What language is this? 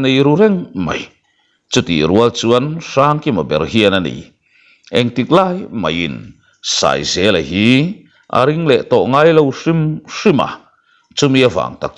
Mizo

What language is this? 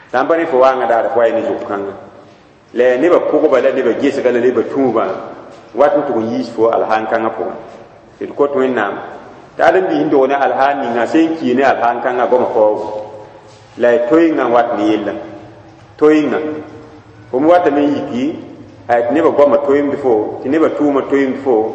Mossi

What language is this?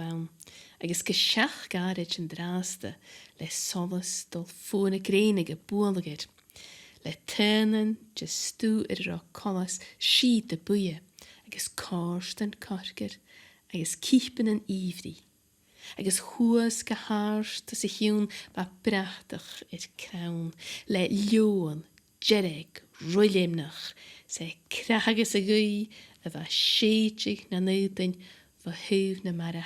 Scottish Gaelic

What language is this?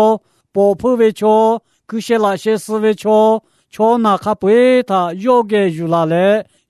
Lahu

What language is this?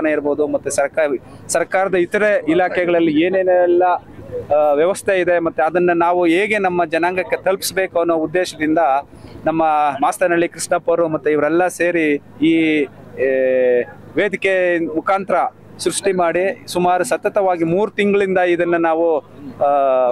Kannada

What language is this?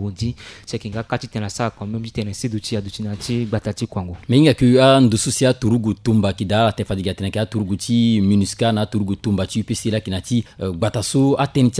Sango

